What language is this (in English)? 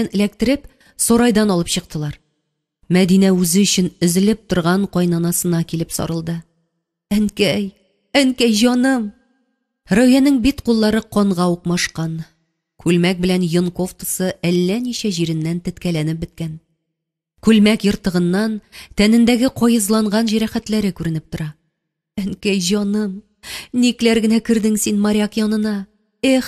Tatar